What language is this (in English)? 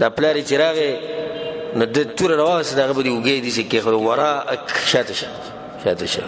Pashto